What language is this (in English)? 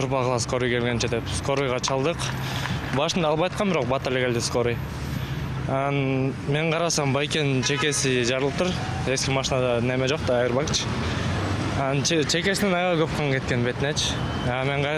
Kyrgyz